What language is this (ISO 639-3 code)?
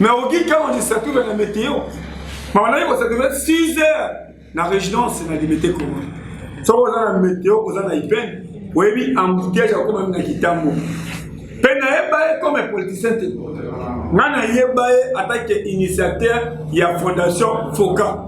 lin